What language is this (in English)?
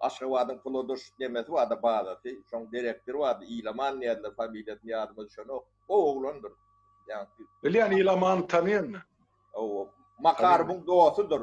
Turkmen